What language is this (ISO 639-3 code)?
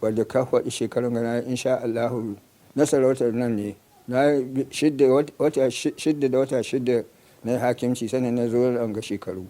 hau